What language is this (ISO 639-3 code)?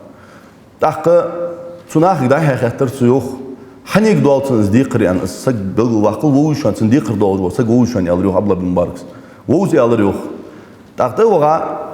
inh